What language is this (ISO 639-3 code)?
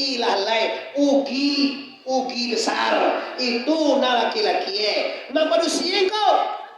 min